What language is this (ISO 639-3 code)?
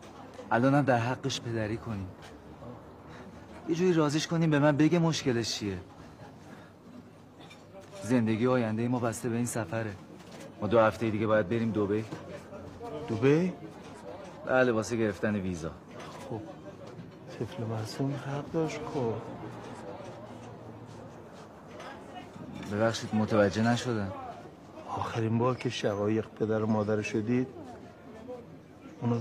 fas